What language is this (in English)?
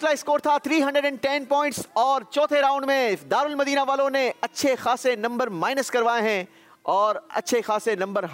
Hindi